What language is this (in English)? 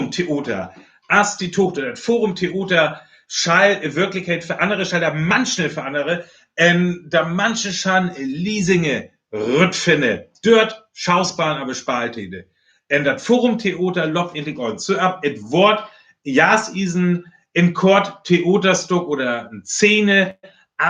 Northern Frisian